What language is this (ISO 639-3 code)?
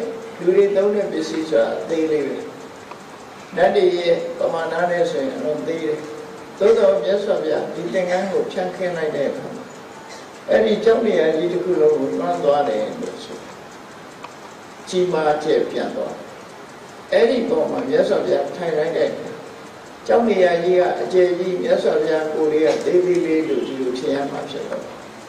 mya